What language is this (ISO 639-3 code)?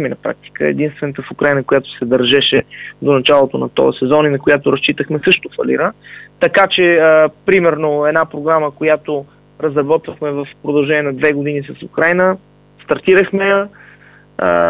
bul